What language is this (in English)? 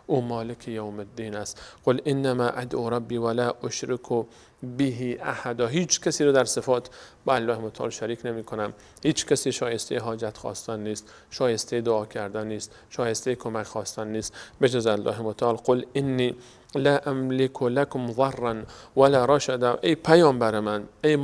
Persian